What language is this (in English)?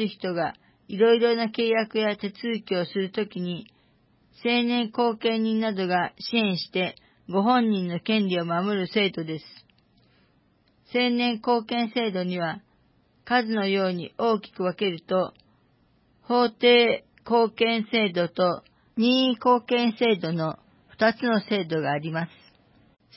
Japanese